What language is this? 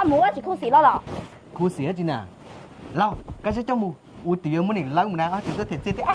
Hmong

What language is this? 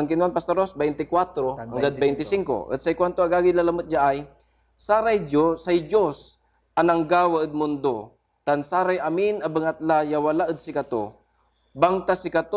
Pangasinan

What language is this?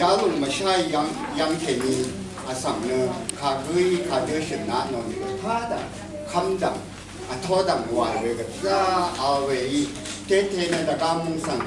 Rawang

